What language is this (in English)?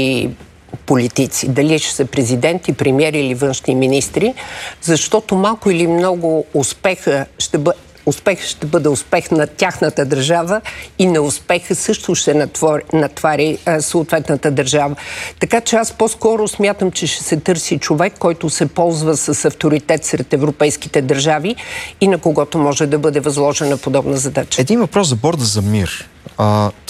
Bulgarian